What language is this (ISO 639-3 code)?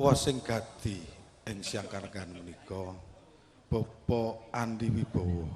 jav